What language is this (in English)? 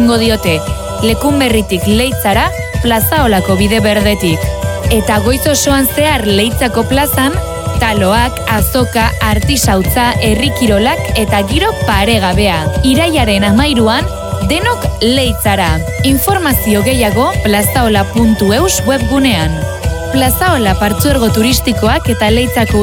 Basque